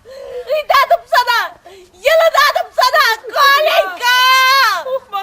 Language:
Chuvash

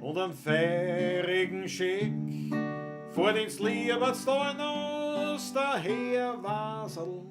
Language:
Bavarian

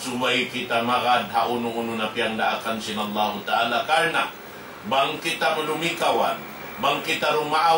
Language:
Tausug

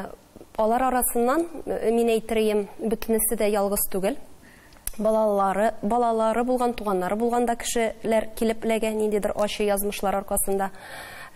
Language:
Tatar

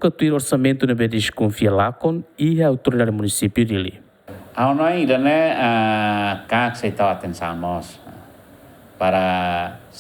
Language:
Tetum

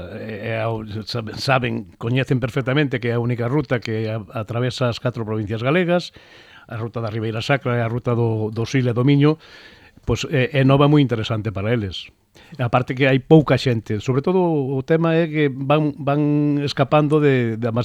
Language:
Galician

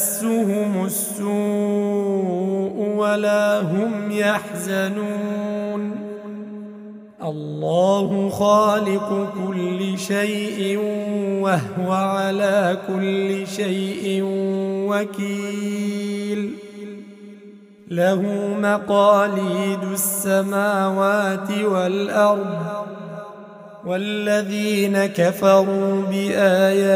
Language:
Arabic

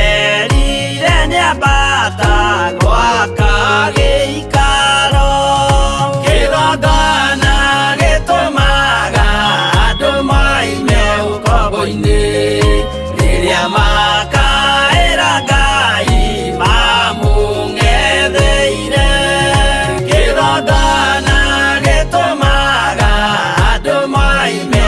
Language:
Kikuyu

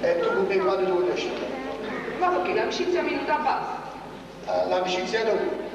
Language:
Neapolitan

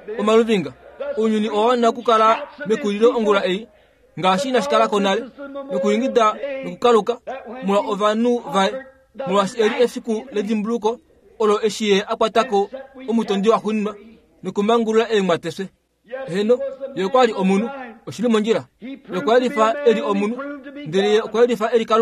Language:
Kuanyama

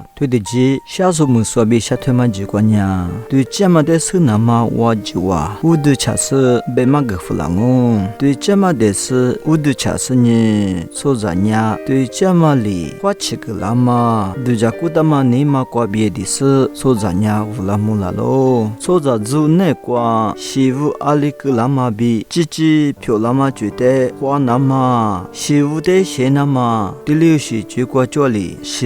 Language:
Lisu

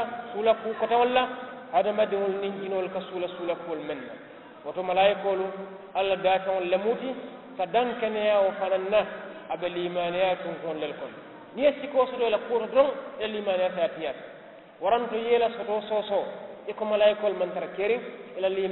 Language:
Mandingo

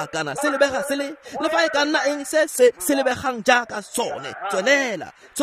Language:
Tswana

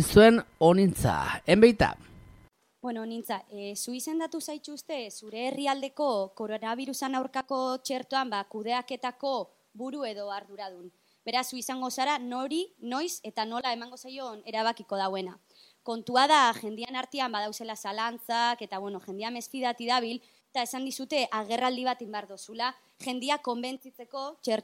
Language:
Basque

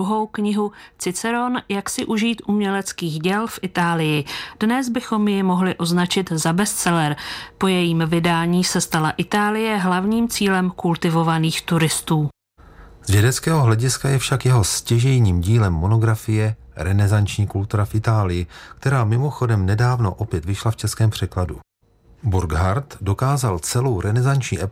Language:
Czech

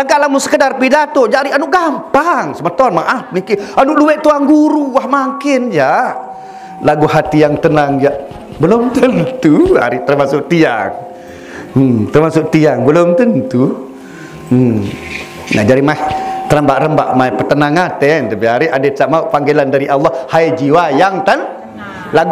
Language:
Sasak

